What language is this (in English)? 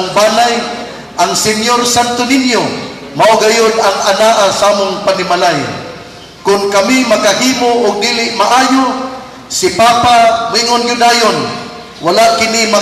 Cebuano